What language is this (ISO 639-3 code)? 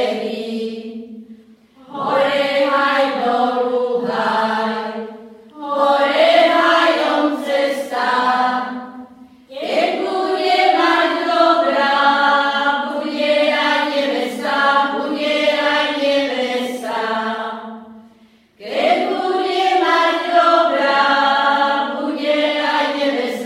slk